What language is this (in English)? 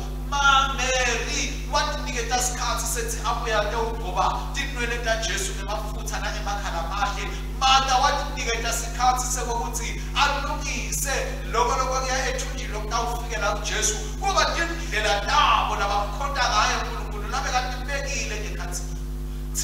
Swati